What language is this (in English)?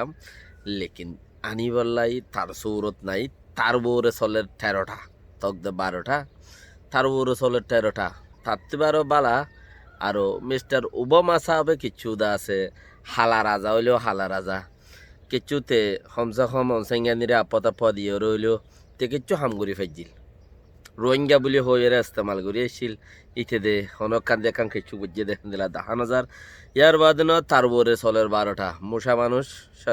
Rohingya